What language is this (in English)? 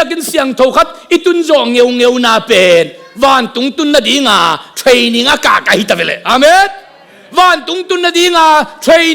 Tedim Chin